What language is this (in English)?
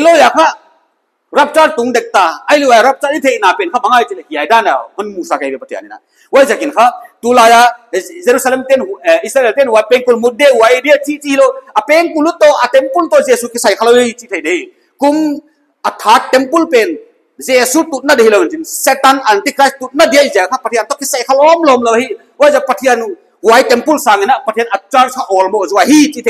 Paite Chin